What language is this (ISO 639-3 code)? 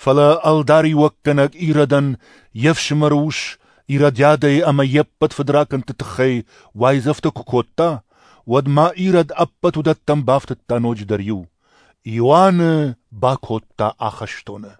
oss